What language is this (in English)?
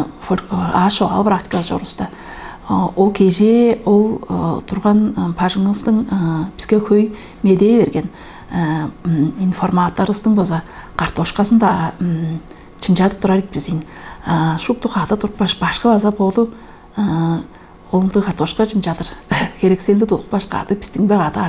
Tuvinian